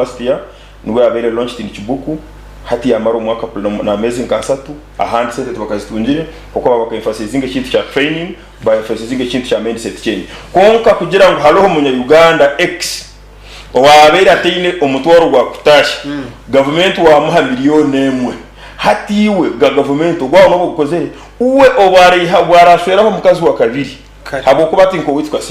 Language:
Nyankole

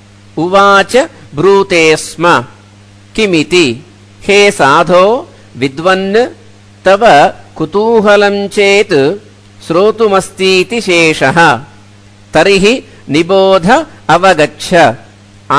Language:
Sanskrit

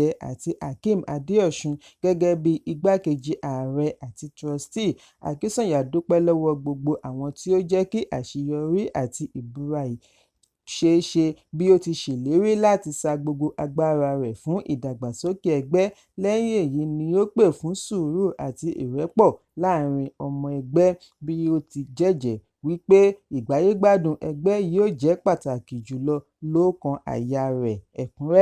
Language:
Yoruba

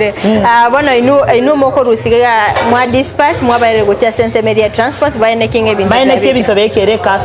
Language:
Gusii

